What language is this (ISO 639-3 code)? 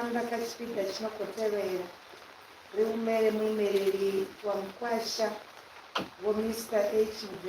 ven